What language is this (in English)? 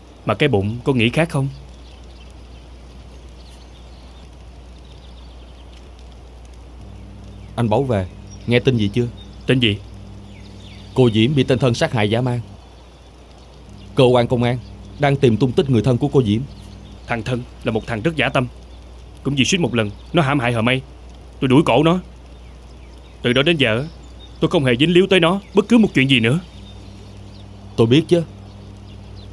Vietnamese